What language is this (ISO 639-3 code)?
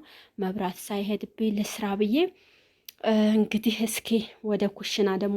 amh